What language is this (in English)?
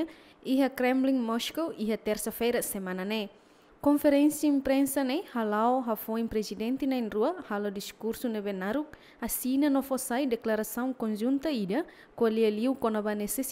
Tetum